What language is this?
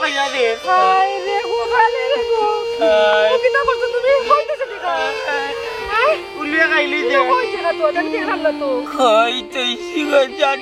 Sylheti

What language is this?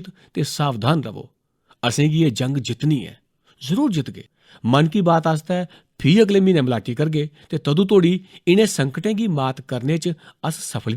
Dogri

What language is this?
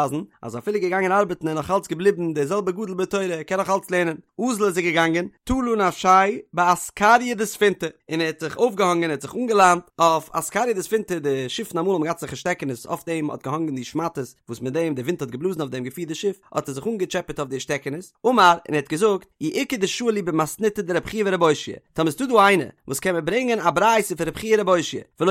Yiddish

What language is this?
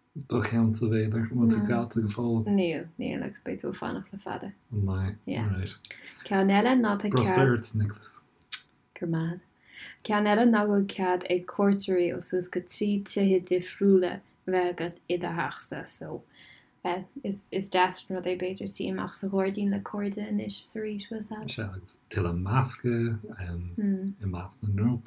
Irish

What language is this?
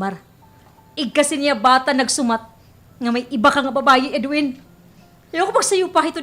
Waray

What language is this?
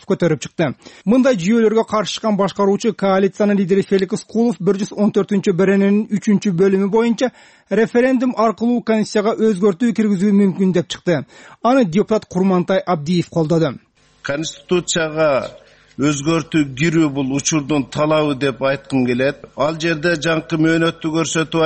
Kyrgyz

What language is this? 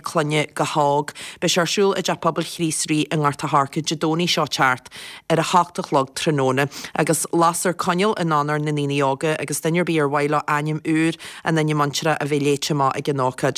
Irish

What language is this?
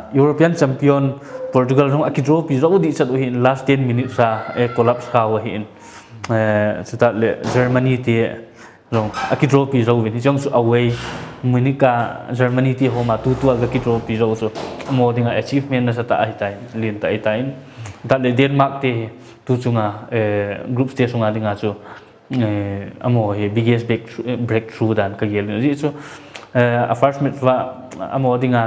Paite Chin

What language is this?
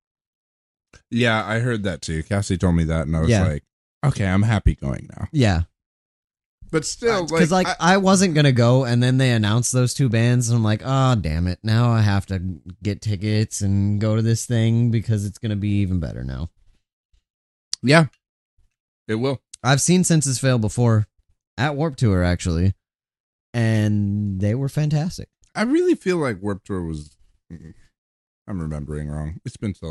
English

